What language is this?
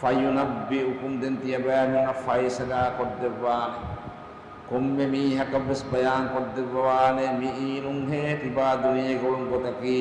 Divehi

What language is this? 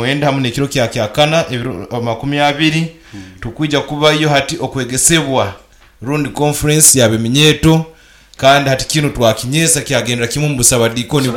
Nyoro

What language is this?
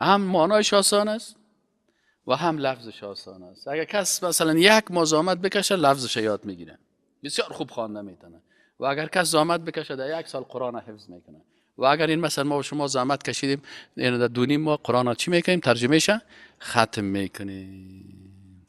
Persian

